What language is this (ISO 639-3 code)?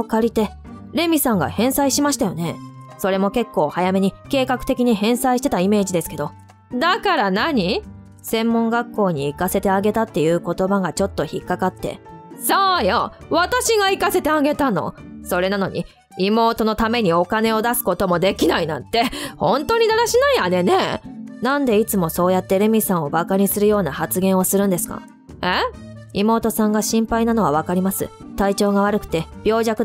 jpn